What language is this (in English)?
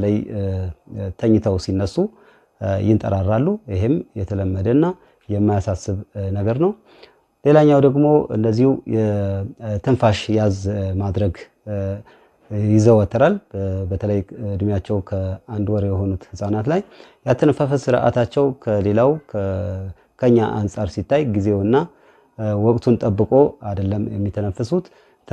Amharic